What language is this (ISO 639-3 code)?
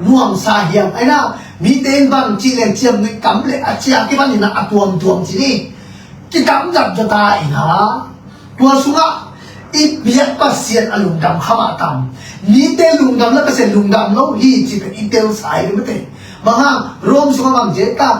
ctd